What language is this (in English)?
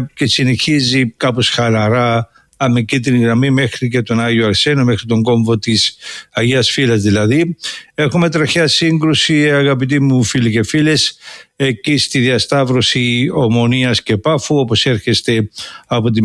Greek